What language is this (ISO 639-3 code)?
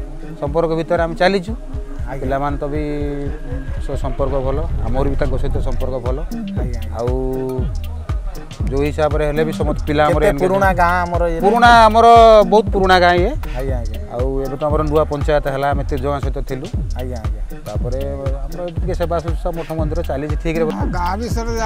ori